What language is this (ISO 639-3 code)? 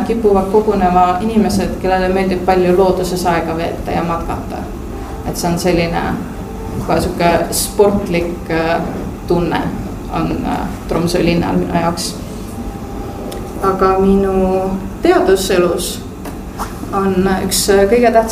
est